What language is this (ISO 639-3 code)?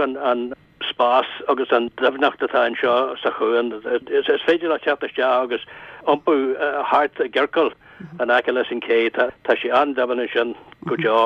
gle